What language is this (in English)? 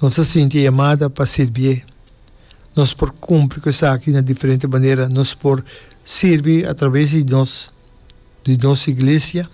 Papiamento